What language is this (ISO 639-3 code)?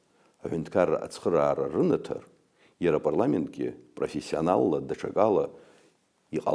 abk